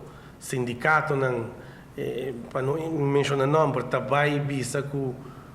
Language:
Papiamento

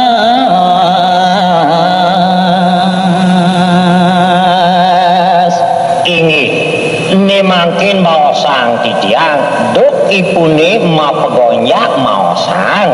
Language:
Balinese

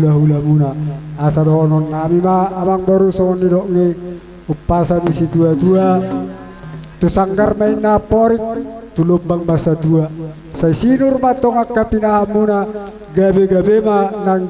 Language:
Batak Toba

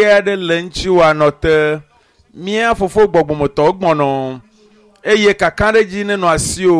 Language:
Ewe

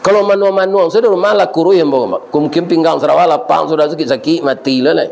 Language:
Minangkabau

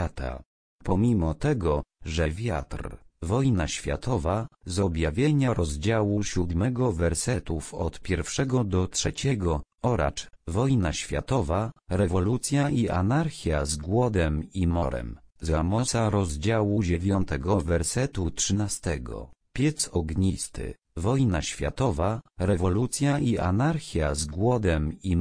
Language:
Polish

